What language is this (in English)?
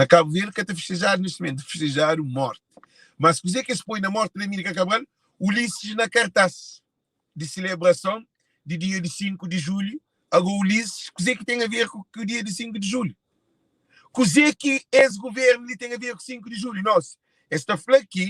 Kabuverdianu